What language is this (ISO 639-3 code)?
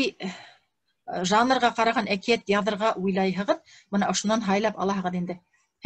bak